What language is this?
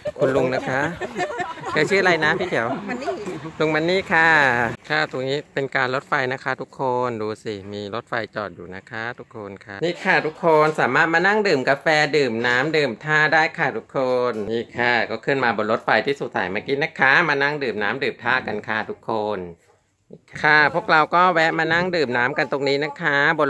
Thai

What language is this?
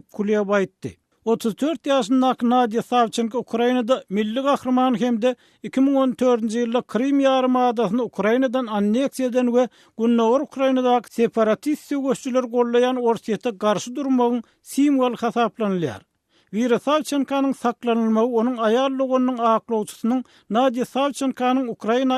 Turkmen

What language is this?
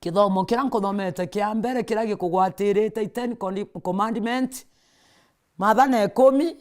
Meru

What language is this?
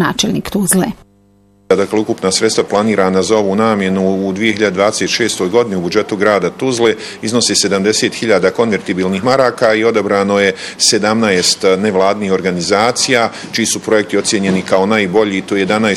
Bosnian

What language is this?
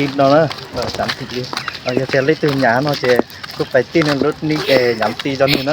Hmong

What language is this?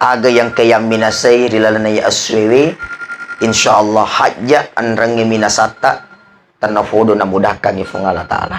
Buginese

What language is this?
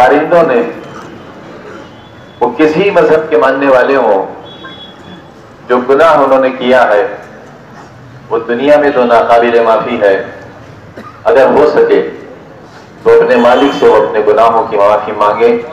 Urdu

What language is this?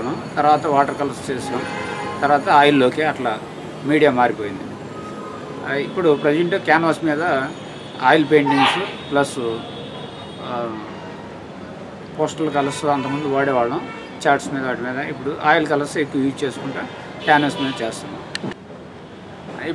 Telugu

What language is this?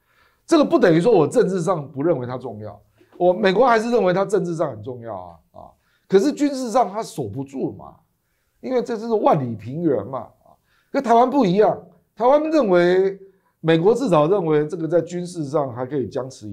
Chinese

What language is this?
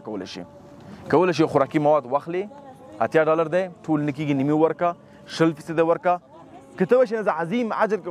Pashto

